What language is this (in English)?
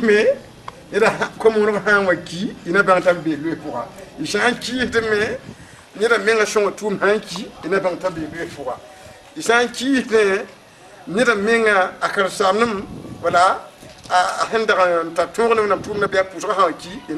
Mossi